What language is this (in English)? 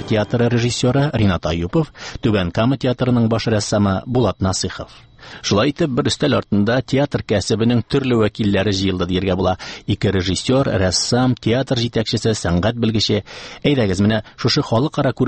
Tatar